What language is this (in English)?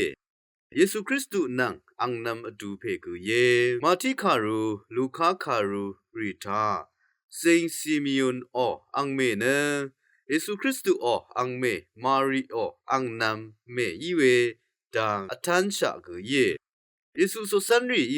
Rawang